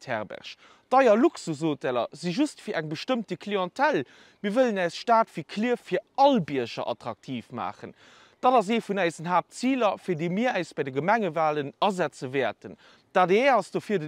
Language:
Luxembourgish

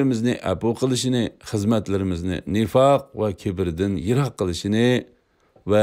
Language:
Uyghur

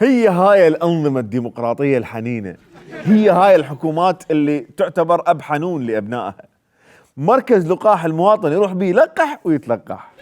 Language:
Mesopotamian Arabic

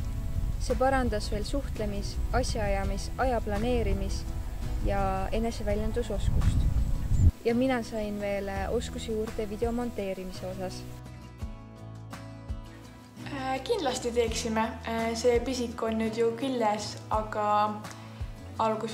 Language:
Estonian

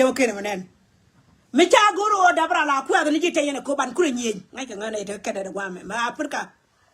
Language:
Nuer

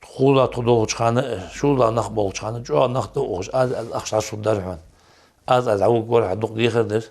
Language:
Ingush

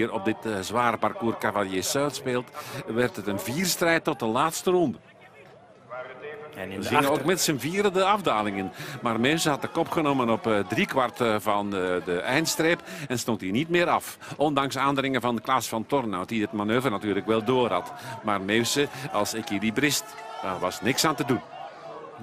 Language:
Dutch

